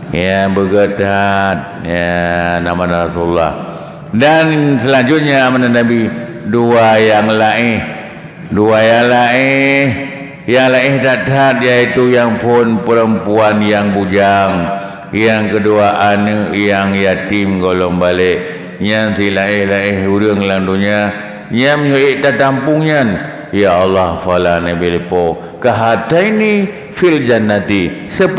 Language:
Achinese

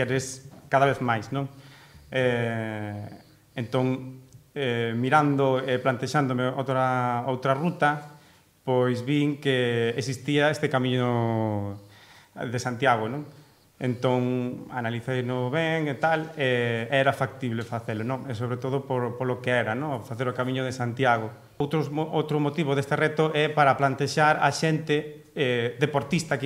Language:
Galician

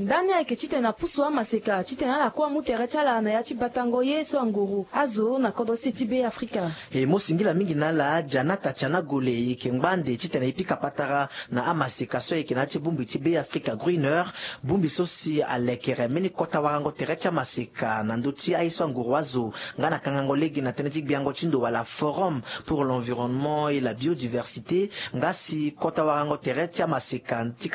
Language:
Sango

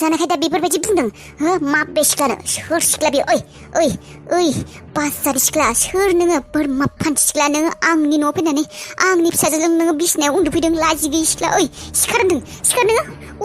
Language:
Bodo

